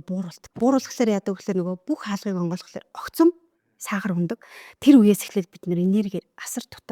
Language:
Mongolian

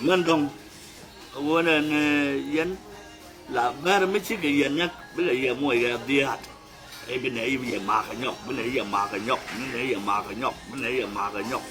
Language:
Nuer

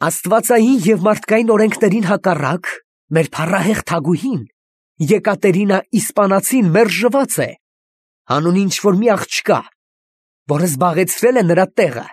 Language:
Armenian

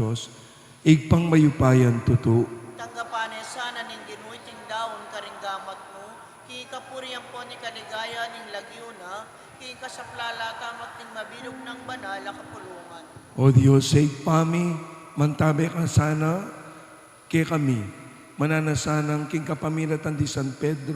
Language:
Pampanga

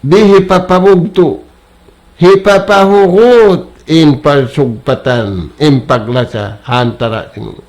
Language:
Tausug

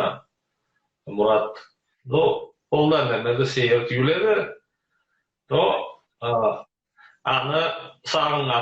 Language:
Karachay-Balkar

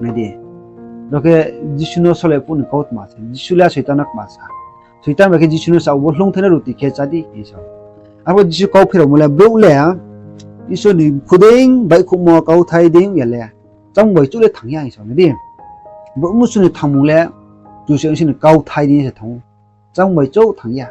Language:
Riang (India)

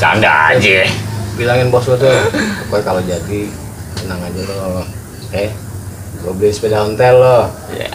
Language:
Betawi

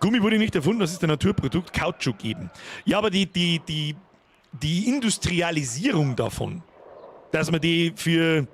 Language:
Bavarian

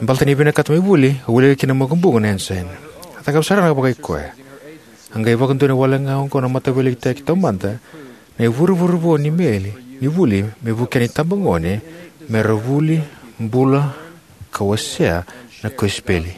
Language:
Fijian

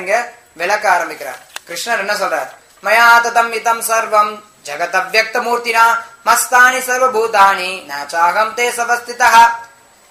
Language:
Tamil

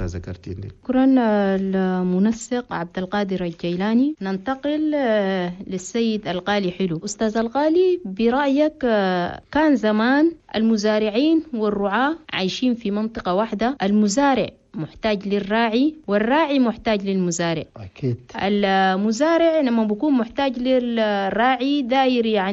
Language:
Chadian Arabic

